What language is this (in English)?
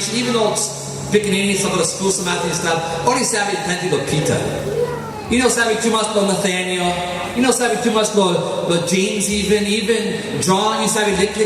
Tok Pisin